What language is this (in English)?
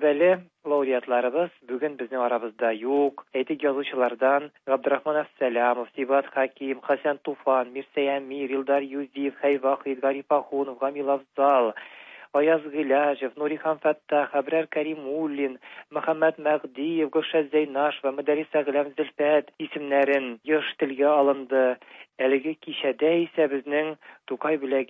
Tatar